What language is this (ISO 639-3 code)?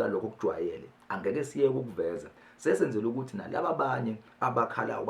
zul